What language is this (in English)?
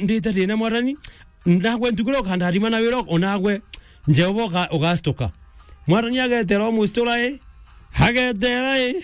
Meru